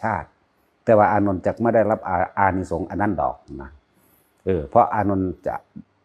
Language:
Northeastern Thai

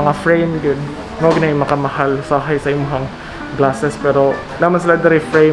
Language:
Cebuano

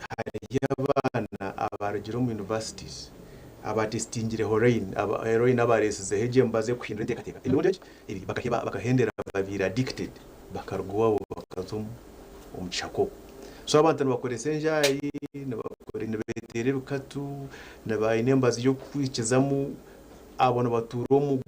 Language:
Nyankole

